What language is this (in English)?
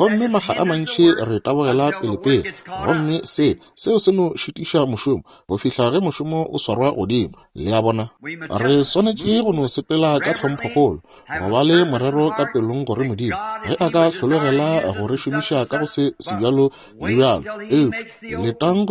Northern Sotho